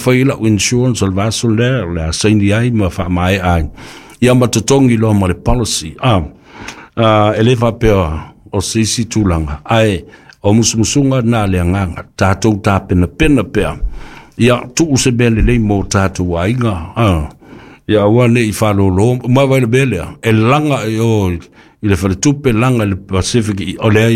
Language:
Samoan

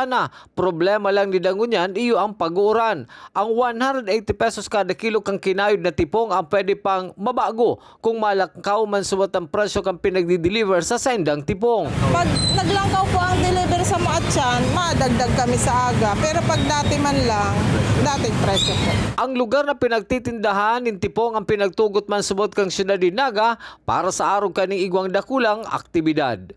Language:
Bikol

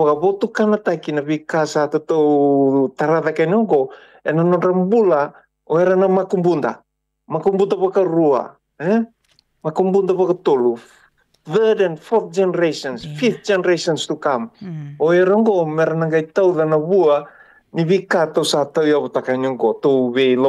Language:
Fijian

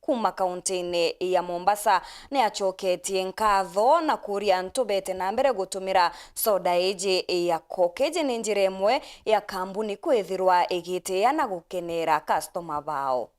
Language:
Meru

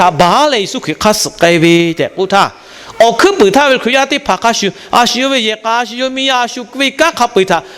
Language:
Lahu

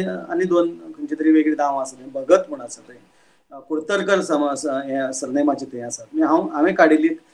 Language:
Konkani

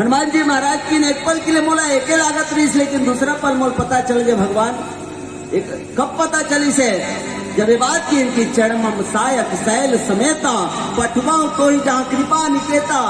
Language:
Chhattisgarhi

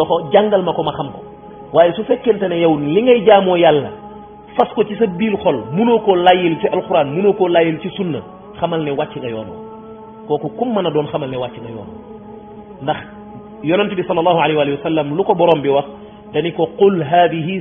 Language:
Wolof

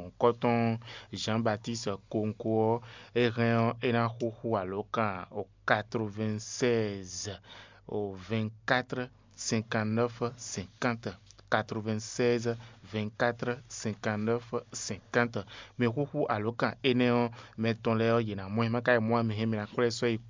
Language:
Fon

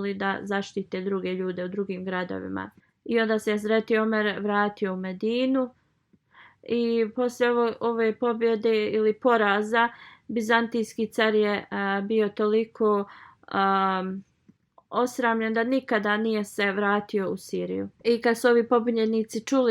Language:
Bosnian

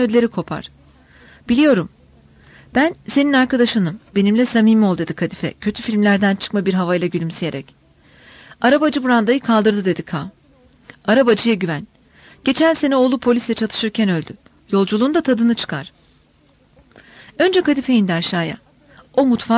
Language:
Turkish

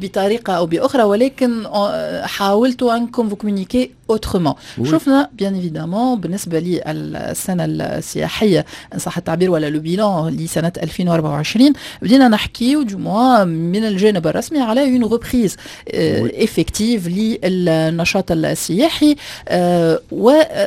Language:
Tunisian Arabic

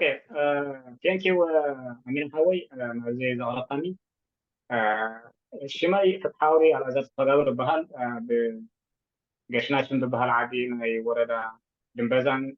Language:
Tigrinya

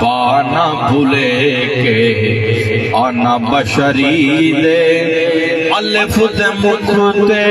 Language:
Saraiki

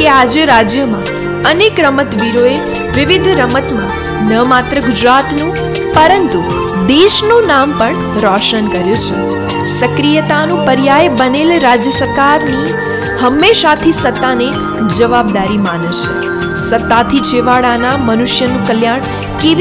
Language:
Gujarati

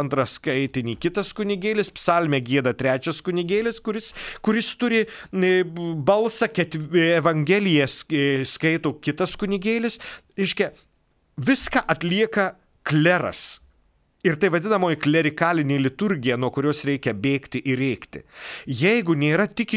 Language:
Lithuanian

